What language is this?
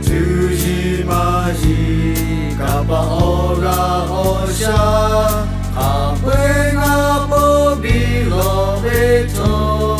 Lahu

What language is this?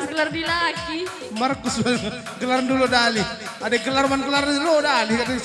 Batak Karo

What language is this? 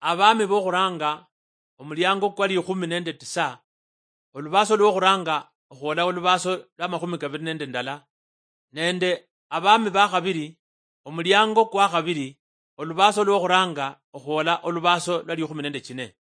Luyia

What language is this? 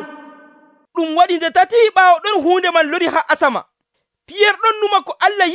Nigerian Fulfulde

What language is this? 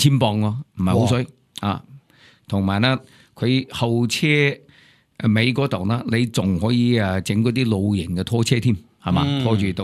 Cantonese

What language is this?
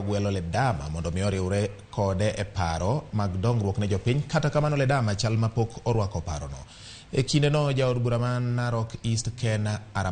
Luo (Kenya and Tanzania)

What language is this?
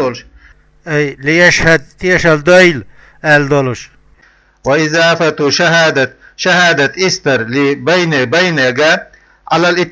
Chechen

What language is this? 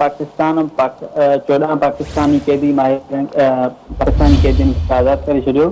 Sindhi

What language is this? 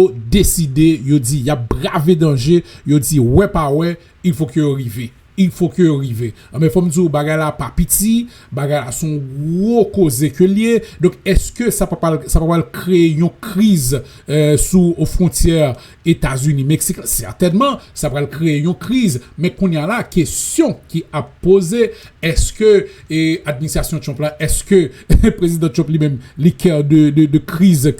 Haitian Creole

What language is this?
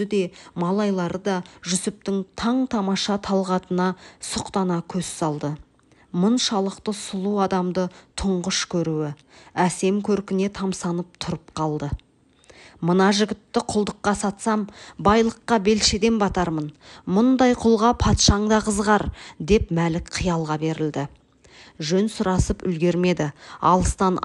Kazakh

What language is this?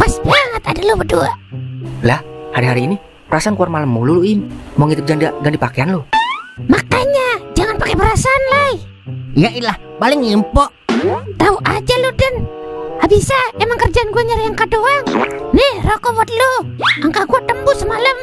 Betawi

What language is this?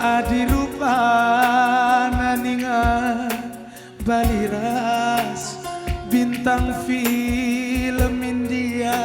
Batak Karo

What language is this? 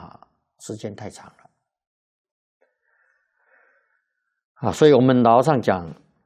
Chinese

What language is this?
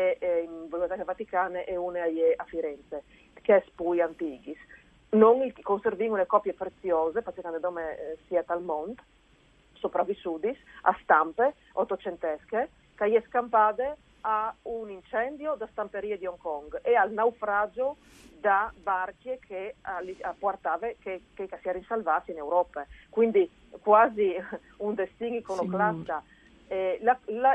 Friulian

